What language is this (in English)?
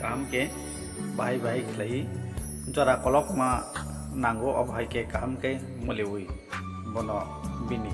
Kok Borok